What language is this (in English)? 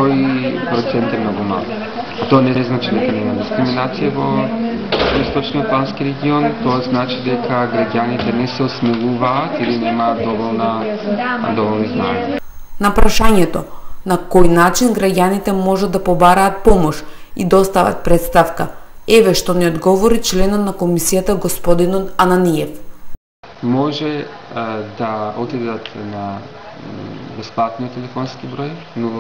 Macedonian